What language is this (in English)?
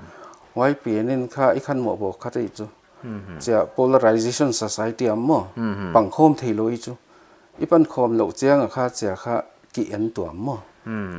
Paite Chin